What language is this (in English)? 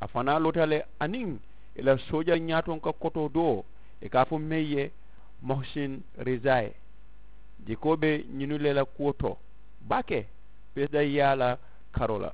Mandingo